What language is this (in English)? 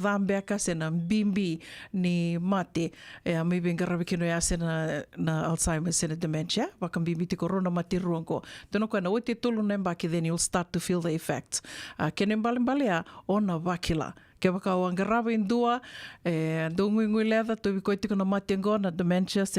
Fijian